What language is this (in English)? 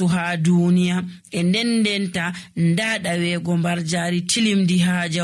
Nigerian Fulfulde